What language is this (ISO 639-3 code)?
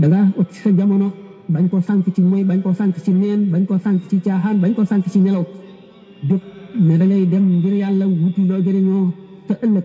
wol